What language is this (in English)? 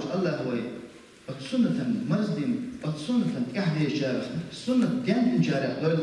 Chechen